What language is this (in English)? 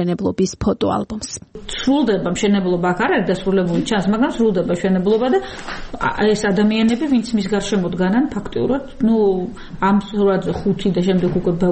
Georgian